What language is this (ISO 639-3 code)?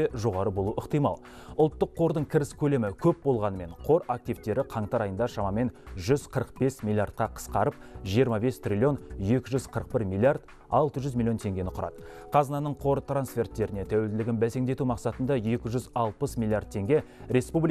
kaz